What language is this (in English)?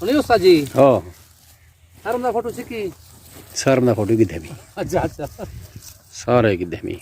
Saraiki